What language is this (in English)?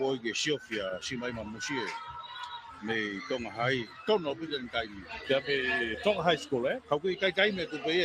Tongan